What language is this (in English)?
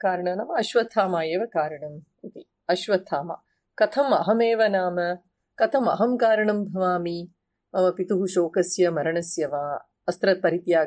Sanskrit